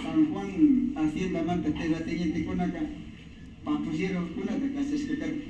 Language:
Imbabura Highland Quichua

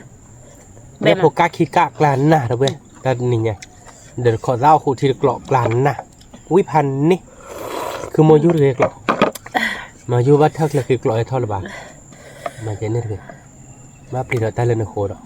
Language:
S'gaw Karen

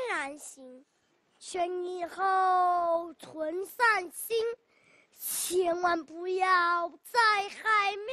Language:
Chinese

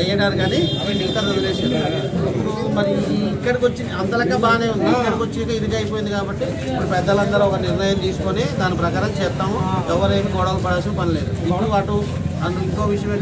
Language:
Telugu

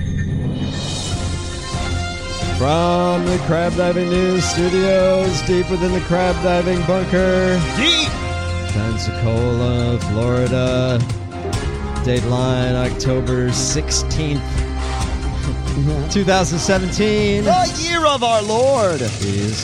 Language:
English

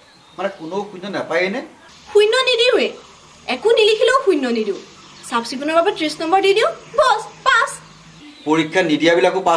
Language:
Assamese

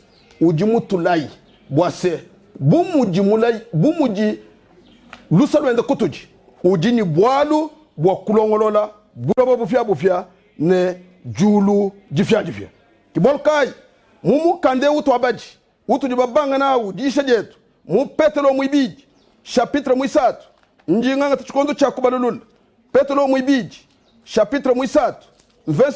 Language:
Luba-Lulua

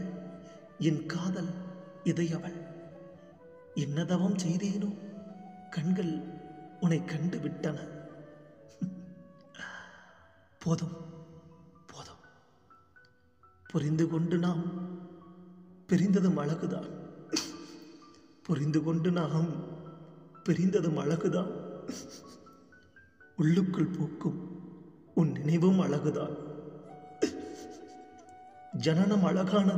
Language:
Tamil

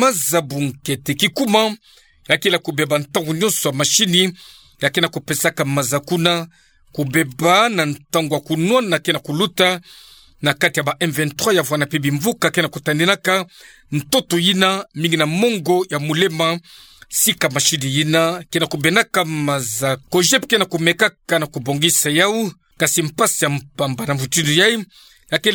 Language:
Kituba (Democratic Republic of Congo)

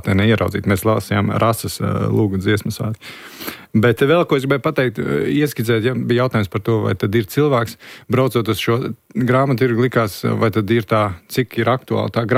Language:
Latvian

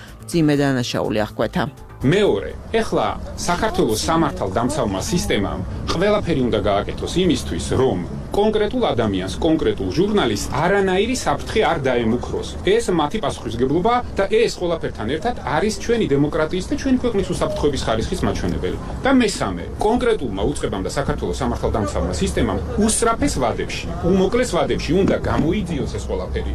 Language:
Georgian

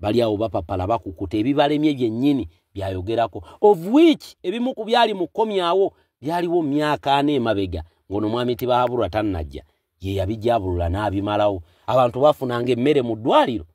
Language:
Ganda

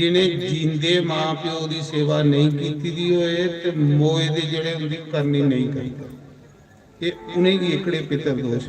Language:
Dogri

